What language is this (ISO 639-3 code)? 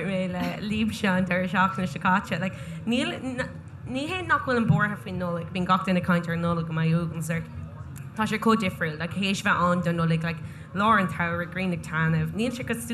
gle